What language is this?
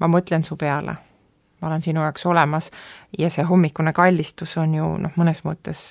Estonian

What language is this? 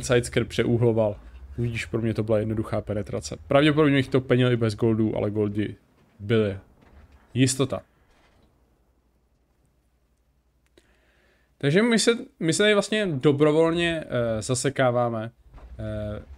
Czech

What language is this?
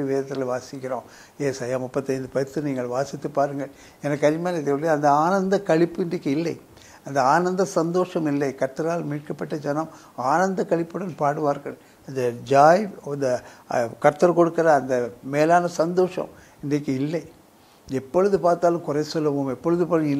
Tamil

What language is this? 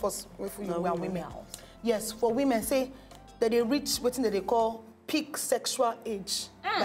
Nigerian Pidgin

